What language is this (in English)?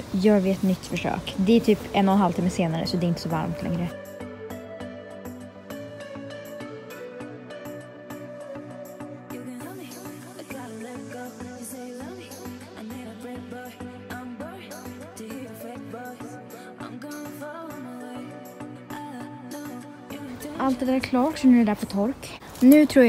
Swedish